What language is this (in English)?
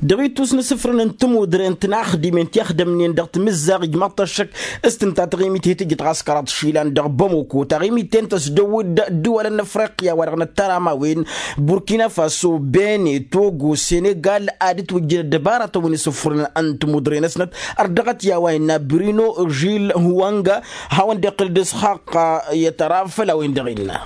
Tamasheq